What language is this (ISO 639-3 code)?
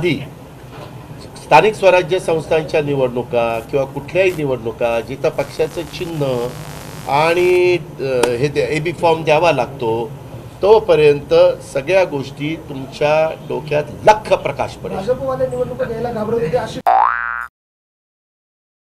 mar